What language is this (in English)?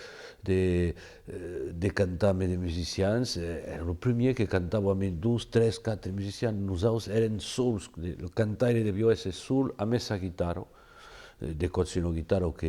Occitan